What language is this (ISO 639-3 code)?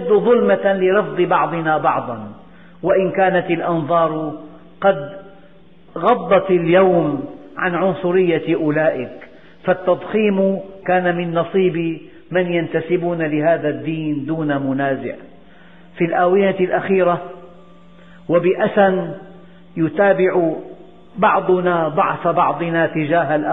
ara